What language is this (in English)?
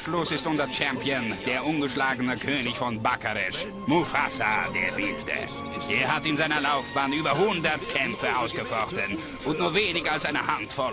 Bavarian